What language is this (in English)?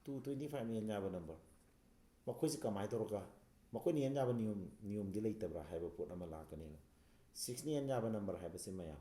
Manipuri